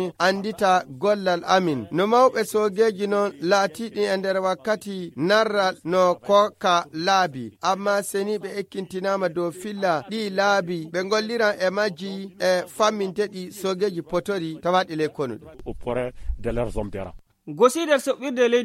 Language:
Nigerian Fulfulde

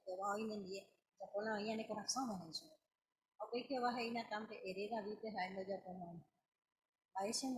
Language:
Guarani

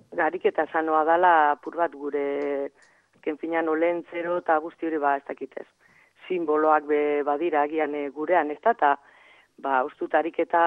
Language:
Basque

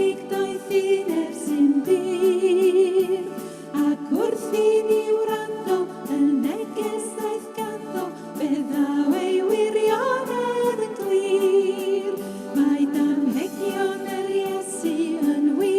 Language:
Welsh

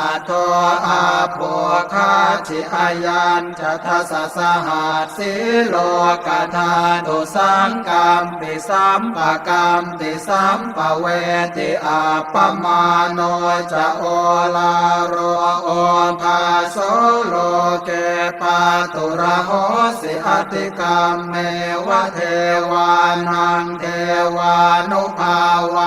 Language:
Pali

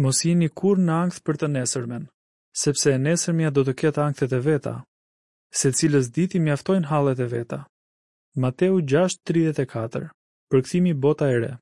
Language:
Albanian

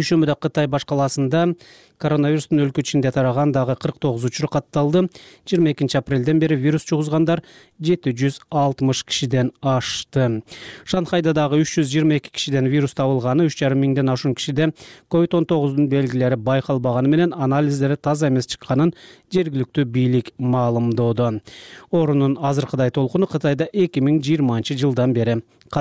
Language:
Kyrgyz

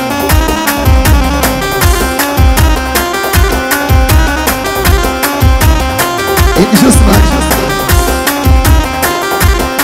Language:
South Levantine Arabic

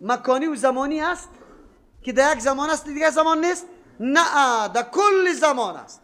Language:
Persian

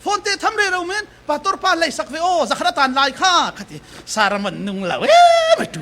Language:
Falam Chin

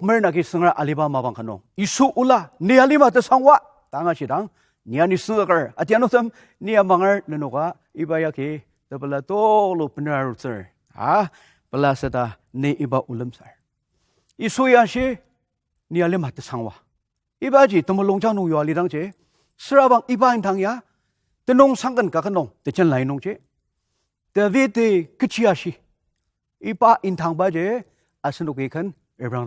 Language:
Ao Naga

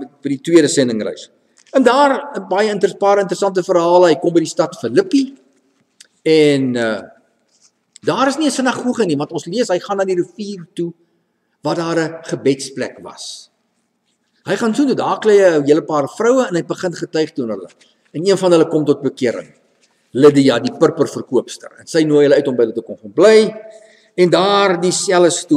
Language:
Afrikaans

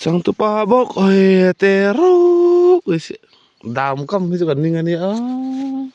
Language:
Mizo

